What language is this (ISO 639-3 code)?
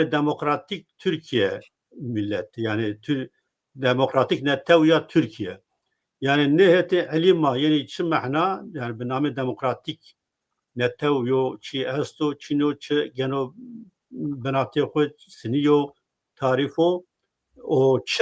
zza